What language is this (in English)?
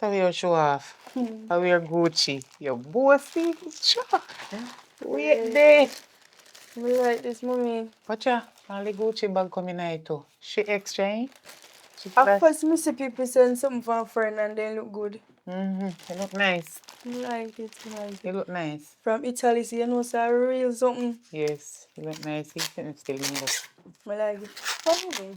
Jamaican Creole English